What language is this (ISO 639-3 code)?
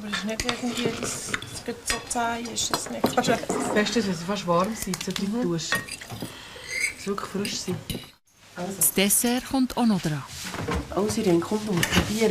gsw